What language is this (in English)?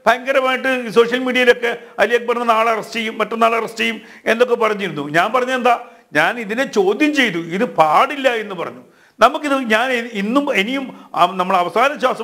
Malayalam